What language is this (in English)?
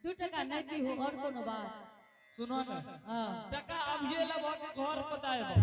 Angika